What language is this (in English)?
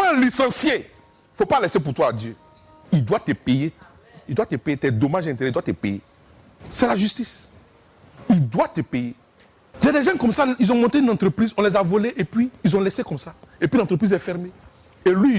French